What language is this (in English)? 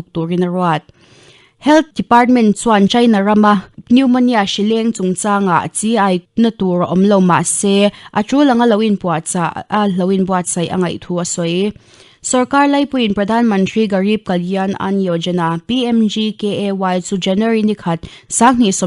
Mizo